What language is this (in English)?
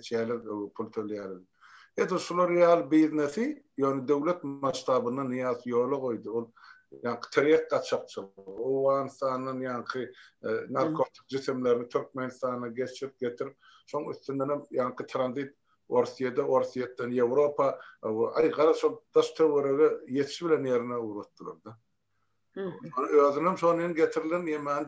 Turkmen